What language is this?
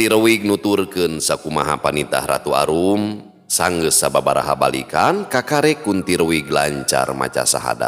Sundanese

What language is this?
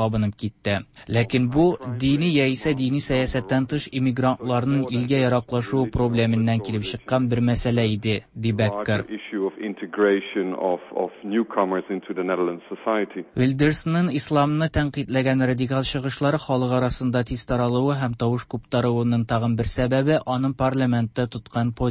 Tatar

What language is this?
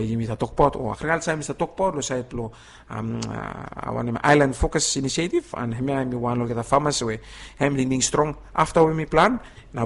Bislama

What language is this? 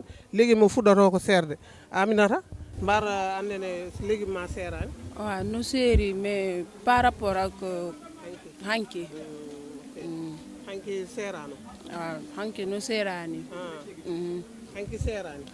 Fula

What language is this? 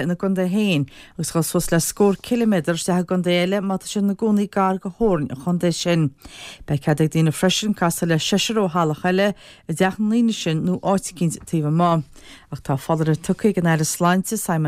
Irish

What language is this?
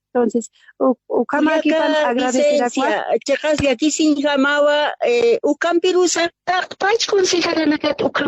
Aymara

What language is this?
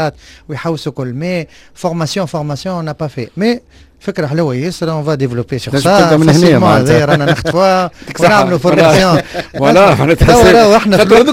Tunisian Arabic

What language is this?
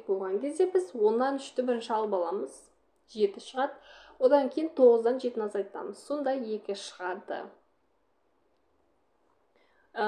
Kazakh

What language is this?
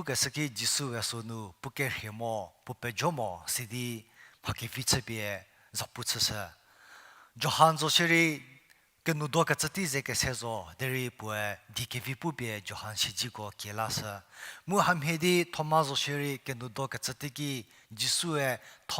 Angami Naga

